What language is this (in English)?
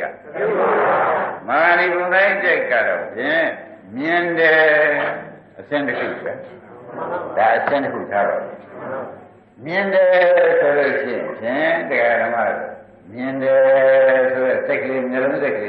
Burmese